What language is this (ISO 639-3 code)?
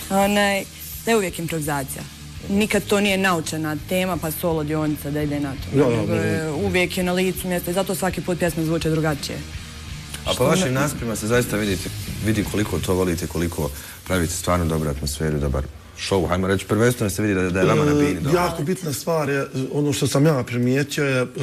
bos